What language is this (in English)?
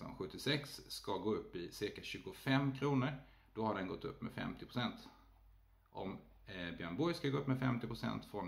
Swedish